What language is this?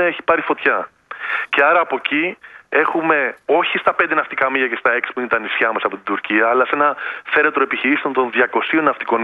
Greek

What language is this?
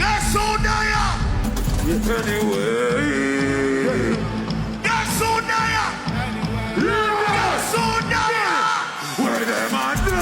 Jamaican Creole English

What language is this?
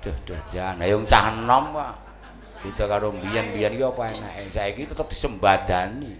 Javanese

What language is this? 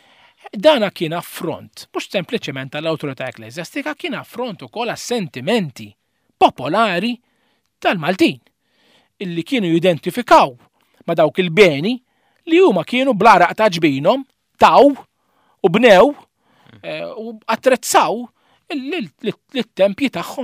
Maltese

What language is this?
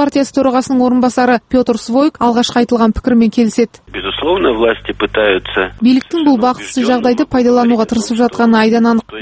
Kazakh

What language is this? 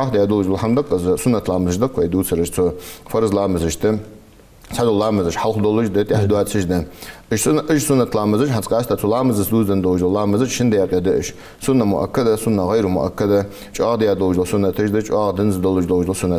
Ingush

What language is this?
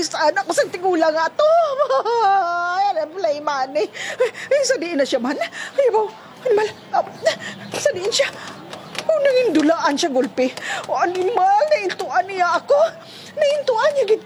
Hiligaynon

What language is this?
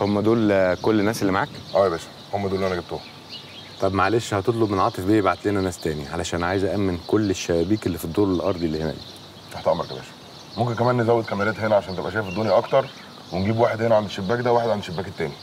Egyptian Arabic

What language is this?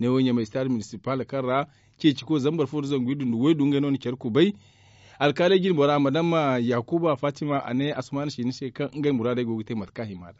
Zarma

